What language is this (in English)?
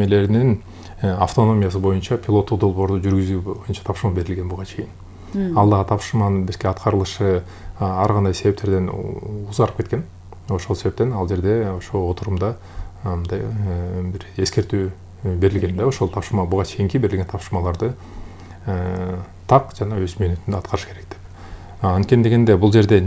Kyrgyz